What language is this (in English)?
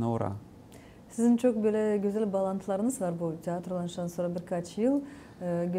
Gagauz